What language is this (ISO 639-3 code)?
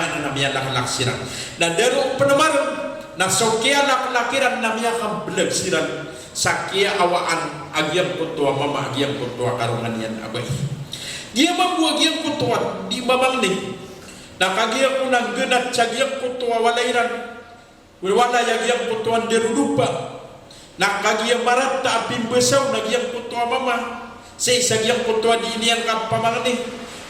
mrw